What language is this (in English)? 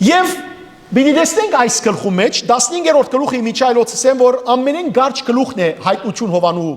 Western Armenian